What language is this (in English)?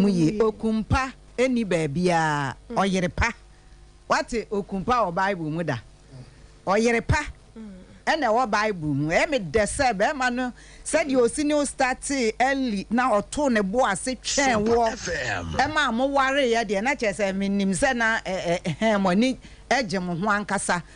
Akan